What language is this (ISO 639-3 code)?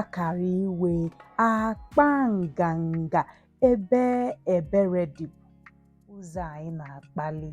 ibo